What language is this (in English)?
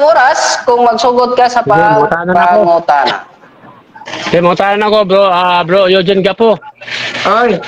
Cebuano